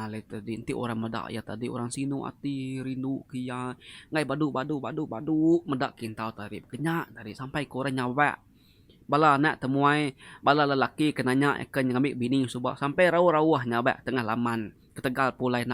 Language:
Iban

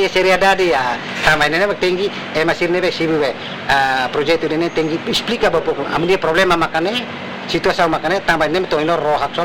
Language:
Tetum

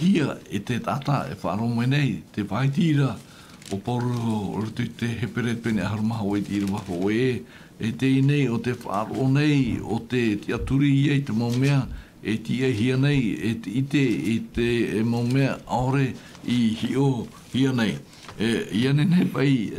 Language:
Tahitian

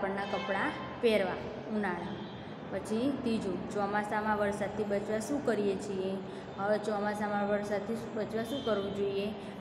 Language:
Gujarati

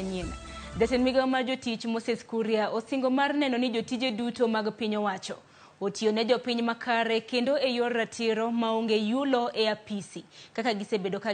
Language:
Luo (Kenya and Tanzania)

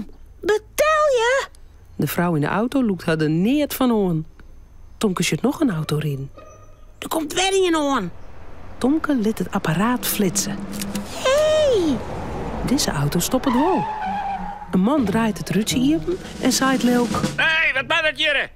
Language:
Western Frisian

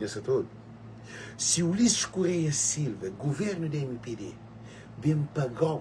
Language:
Kabuverdianu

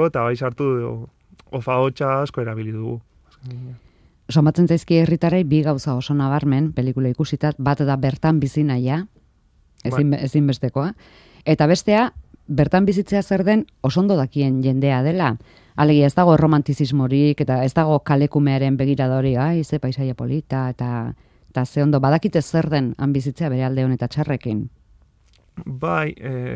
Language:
Basque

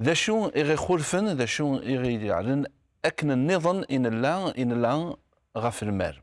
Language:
Kabyle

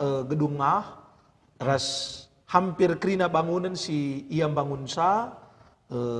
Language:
Batak Karo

